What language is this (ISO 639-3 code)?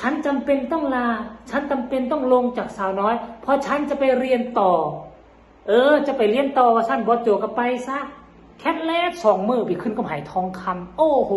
tts